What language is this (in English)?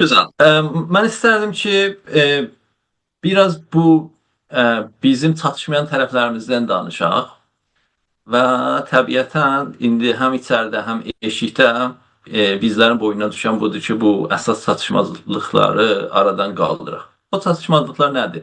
South Azerbaijani